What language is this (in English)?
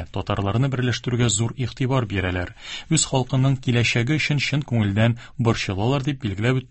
Tatar